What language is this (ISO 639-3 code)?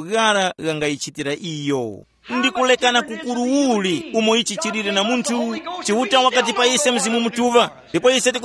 tum